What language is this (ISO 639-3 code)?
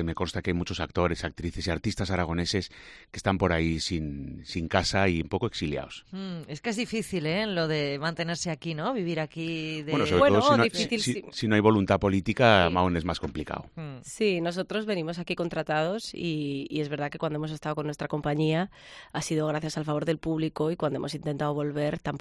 spa